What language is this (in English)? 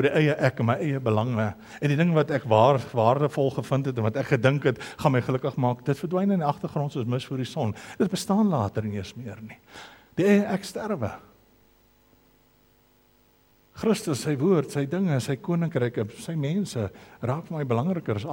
Afrikaans